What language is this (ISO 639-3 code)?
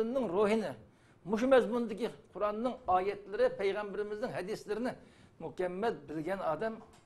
uig